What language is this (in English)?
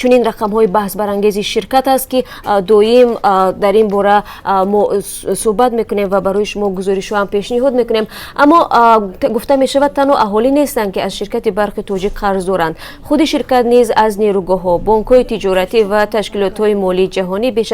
Tajik